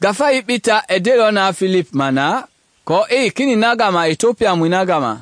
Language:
Mende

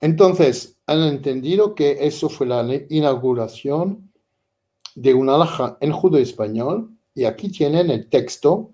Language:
Ladino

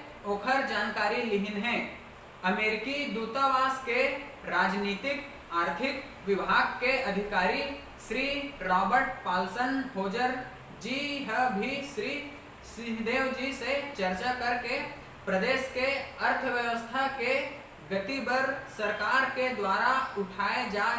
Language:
Chhattisgarhi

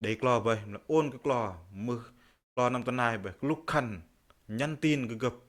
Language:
Bahnar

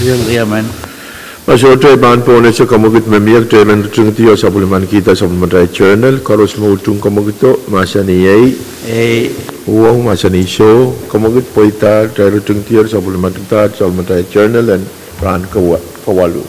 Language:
Pohnpeian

